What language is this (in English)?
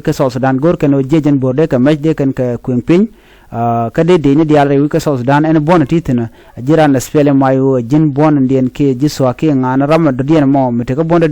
Nuer